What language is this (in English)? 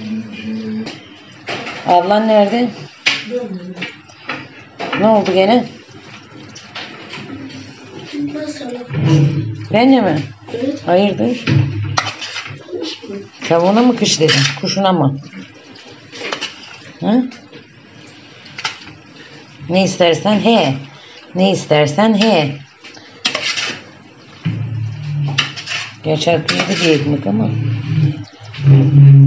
Turkish